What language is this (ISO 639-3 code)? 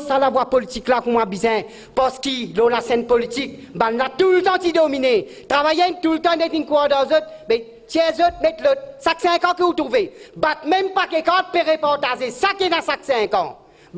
mfe